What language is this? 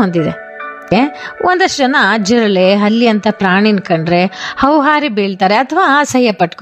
Kannada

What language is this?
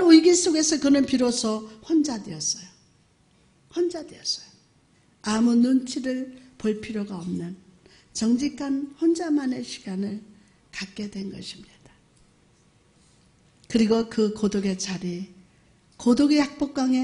Korean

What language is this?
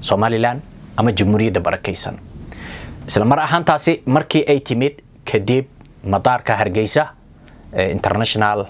Somali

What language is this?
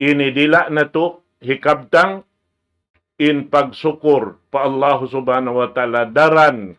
Tausug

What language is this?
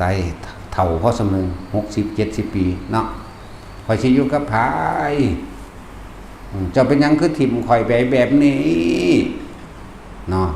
Northeastern Thai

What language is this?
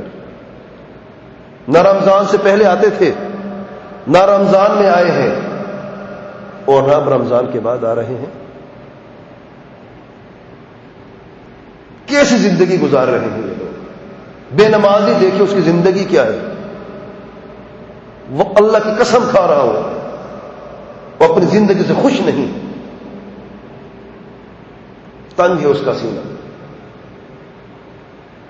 Urdu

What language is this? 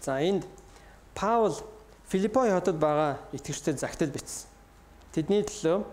Mongolian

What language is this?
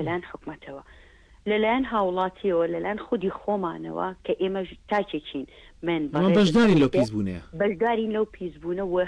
Central Kurdish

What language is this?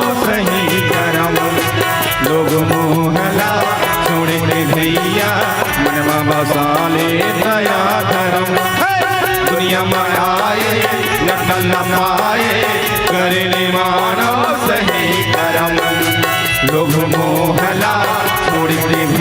Chhattisgarhi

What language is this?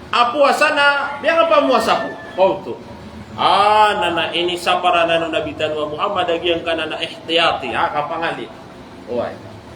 Maranao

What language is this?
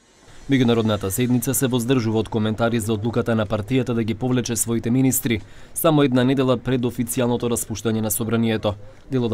Macedonian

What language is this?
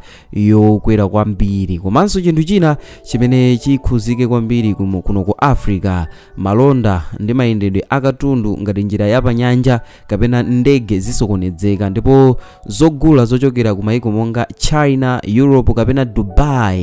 Nyanja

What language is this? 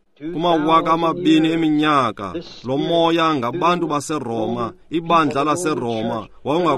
Xhosa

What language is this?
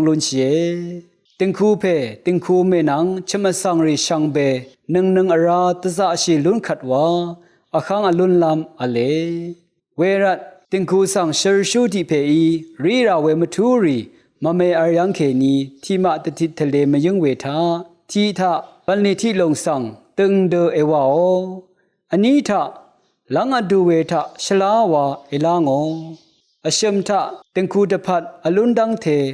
Rawang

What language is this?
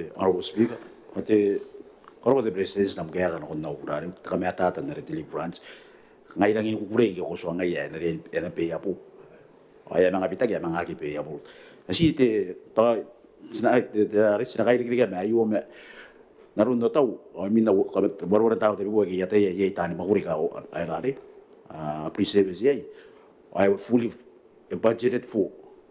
Gilbertese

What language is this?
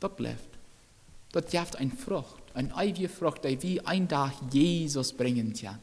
Plautdietsch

